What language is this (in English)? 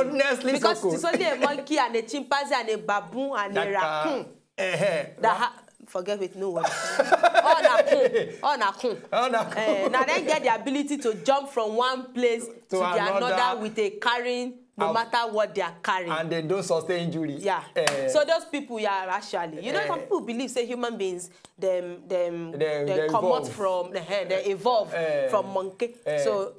Nigerian Pidgin